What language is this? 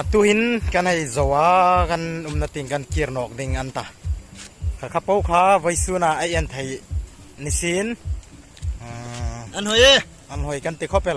Hmar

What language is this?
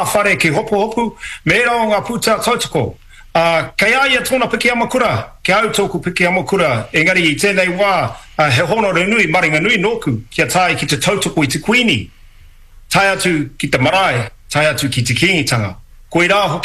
Māori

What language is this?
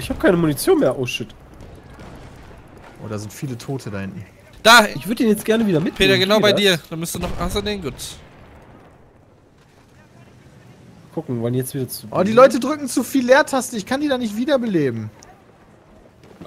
German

